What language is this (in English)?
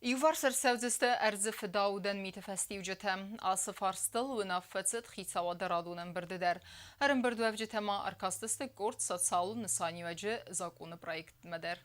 Ossetic